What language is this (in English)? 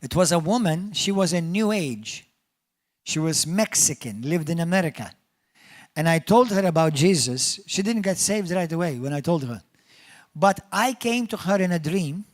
English